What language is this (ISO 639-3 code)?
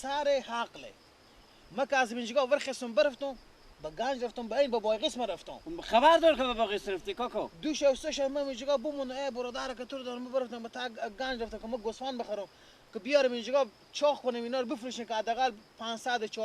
fas